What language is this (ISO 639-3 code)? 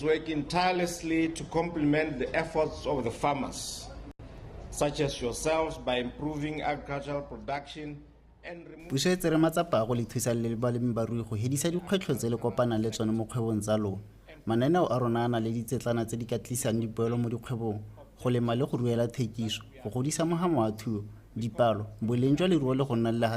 tsn